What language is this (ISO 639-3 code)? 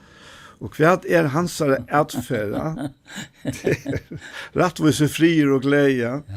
fao